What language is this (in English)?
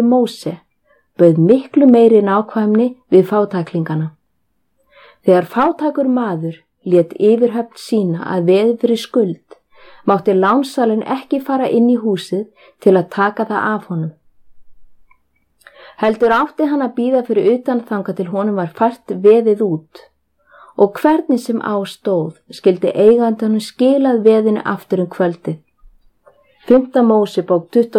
Icelandic